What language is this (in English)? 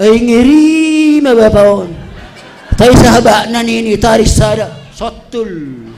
Batak Simalungun